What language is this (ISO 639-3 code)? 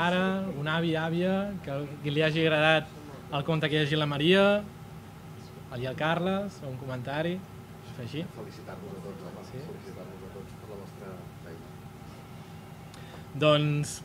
cat